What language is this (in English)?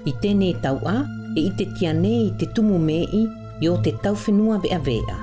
South Marquesan